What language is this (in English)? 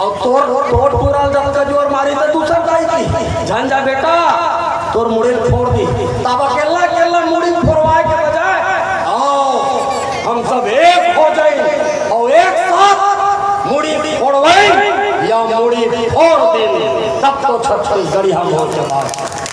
Chhattisgarhi